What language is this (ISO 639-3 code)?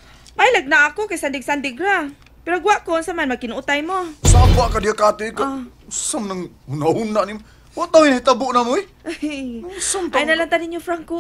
ceb